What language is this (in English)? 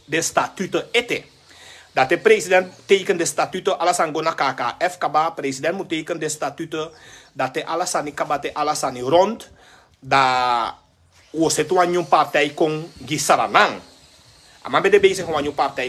Sranan Tongo